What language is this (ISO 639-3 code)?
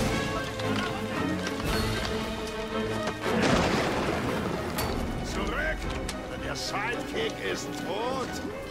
deu